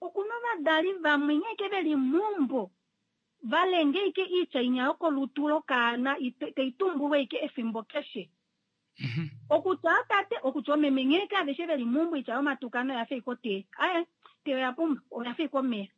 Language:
Kuanyama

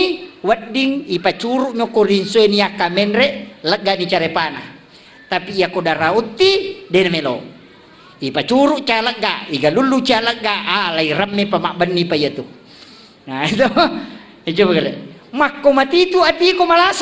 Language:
Buginese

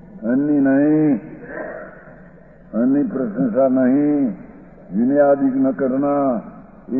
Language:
Gujarati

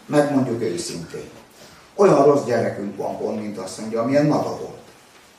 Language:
Hungarian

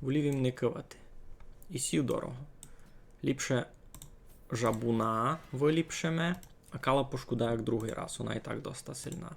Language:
Rusyn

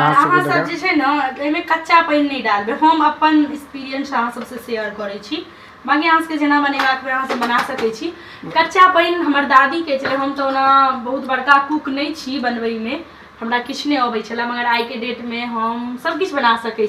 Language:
Maithili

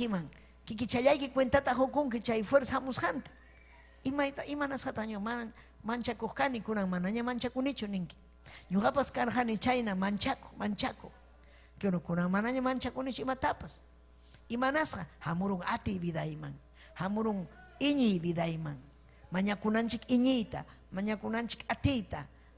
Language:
Ayacucho Quechua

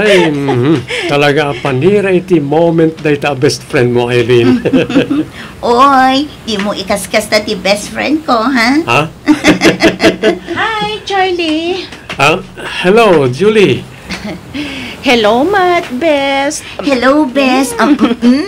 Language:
Iloko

